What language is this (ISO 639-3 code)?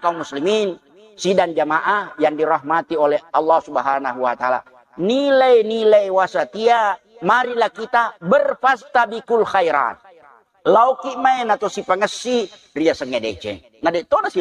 bug